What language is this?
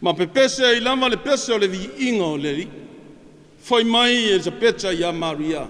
Samoan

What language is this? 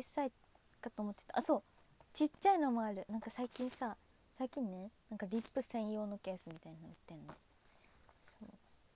Japanese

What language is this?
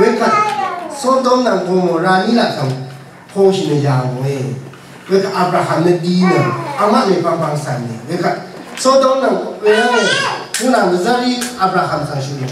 Rawang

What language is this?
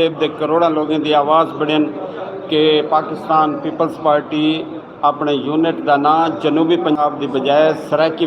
Saraiki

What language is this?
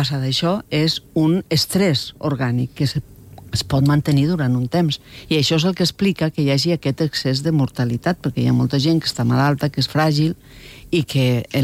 Catalan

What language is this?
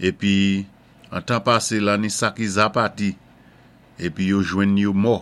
Saint Lucian Creole French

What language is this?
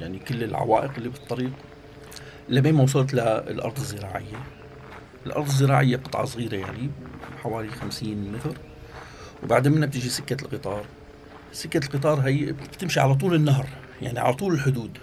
North Levantine Arabic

